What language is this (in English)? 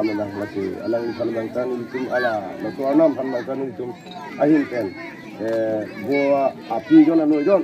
Karbi